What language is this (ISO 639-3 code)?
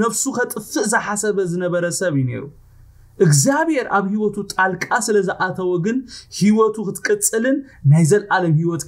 tir